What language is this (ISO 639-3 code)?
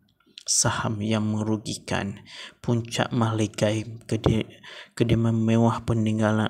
msa